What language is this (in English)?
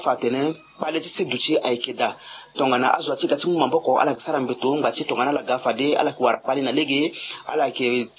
Sango